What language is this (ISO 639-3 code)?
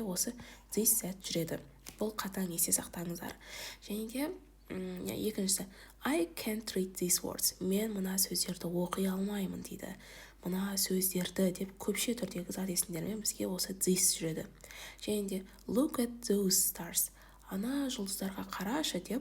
kaz